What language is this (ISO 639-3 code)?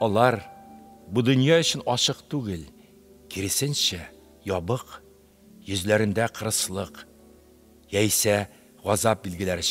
tat